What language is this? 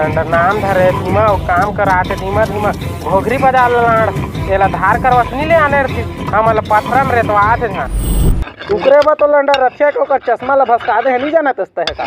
Chhattisgarhi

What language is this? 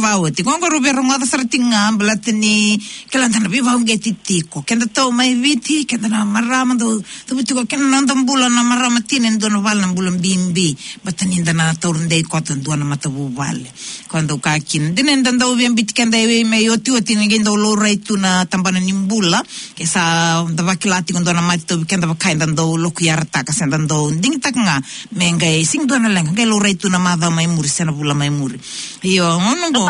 Fijian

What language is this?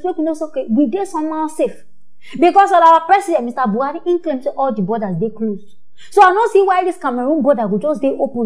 Nigerian Pidgin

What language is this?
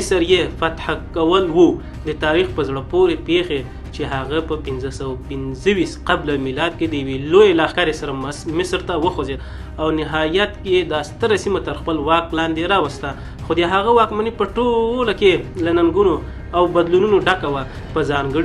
Pashto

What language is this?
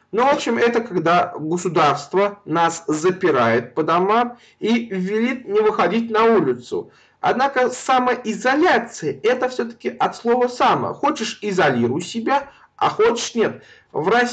Russian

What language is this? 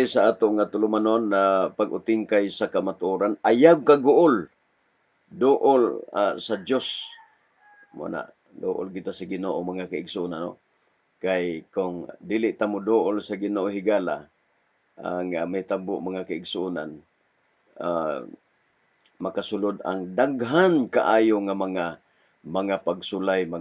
Cebuano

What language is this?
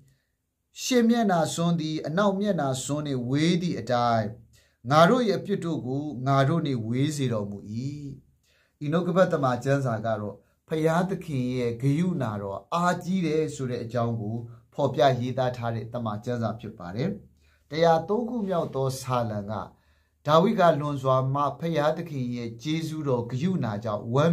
Burmese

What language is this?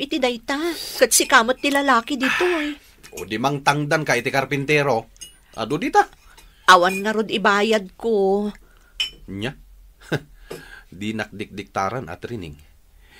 Iloko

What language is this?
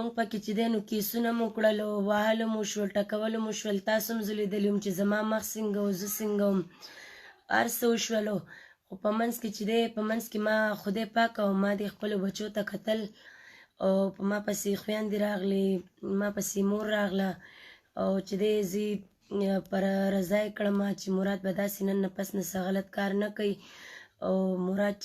Pashto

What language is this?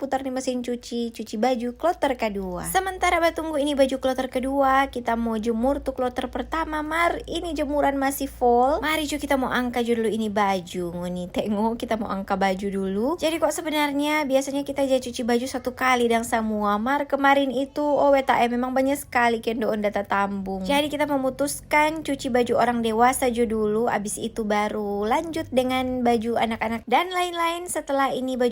Manado Malay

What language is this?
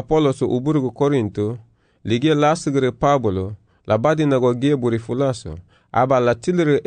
Garifuna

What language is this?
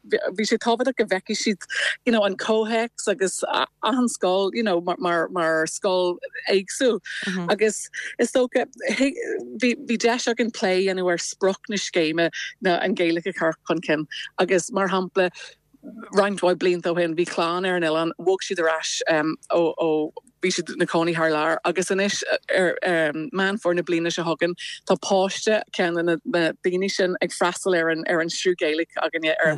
Irish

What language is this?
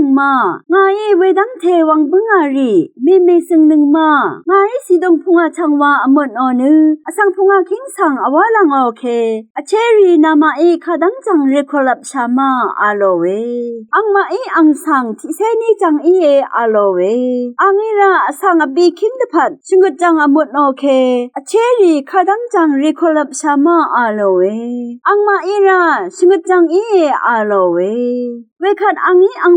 Rawang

